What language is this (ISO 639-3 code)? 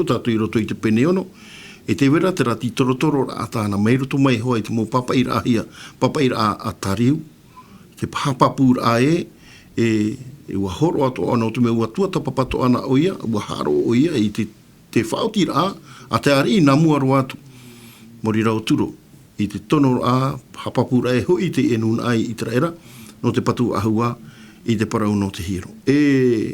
tah